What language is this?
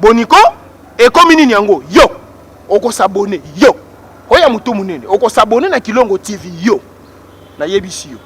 Lingala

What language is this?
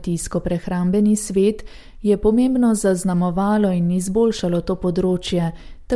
Slovenian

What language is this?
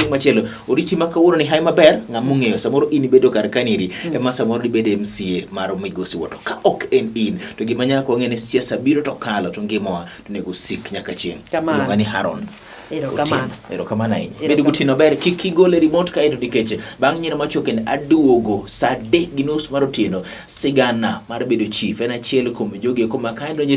Luo (Kenya and Tanzania)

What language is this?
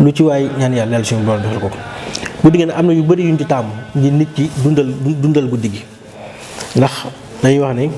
Wolof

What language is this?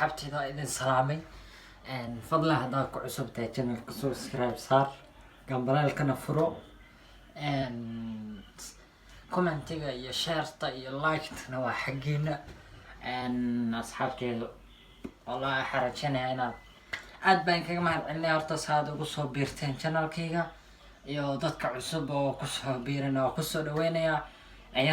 Somali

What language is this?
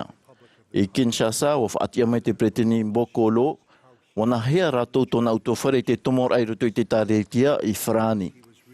Tahitian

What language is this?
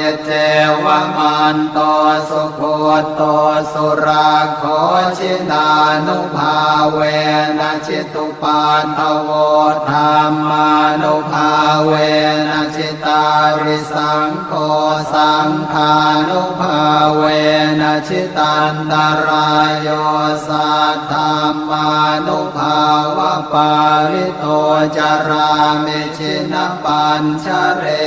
Pali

